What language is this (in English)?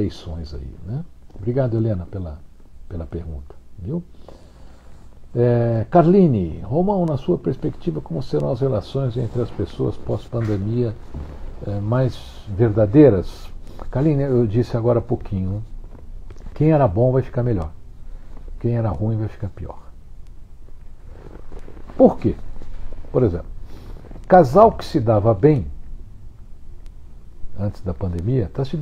Portuguese